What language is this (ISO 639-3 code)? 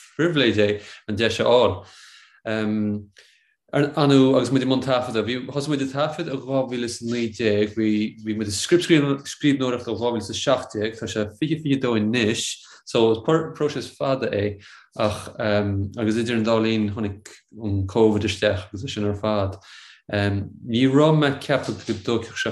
gle